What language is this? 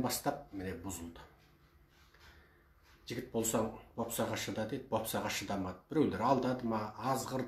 Kazakh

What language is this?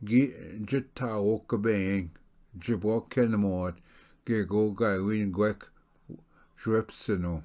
Ojibwa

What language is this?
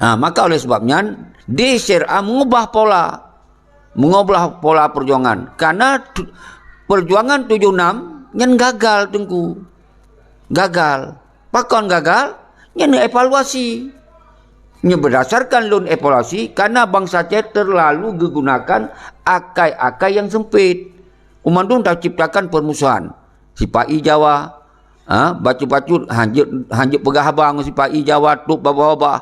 Achinese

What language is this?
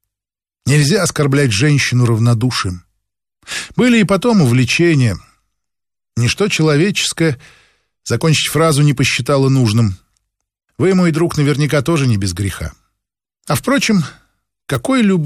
Russian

